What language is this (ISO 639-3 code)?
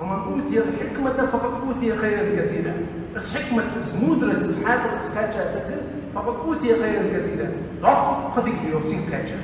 inh